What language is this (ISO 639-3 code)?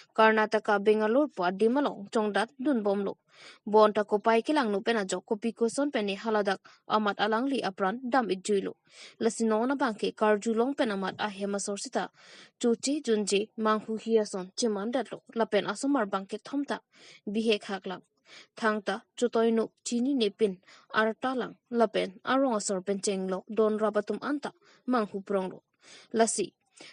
mjw